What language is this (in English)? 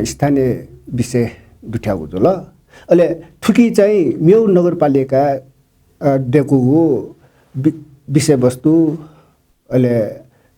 Newari